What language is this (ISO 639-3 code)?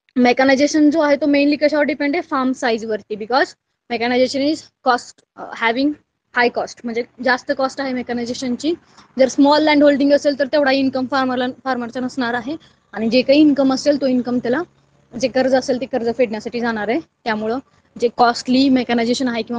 mar